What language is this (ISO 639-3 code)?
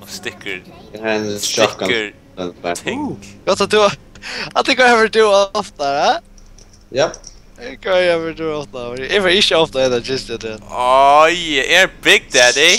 fao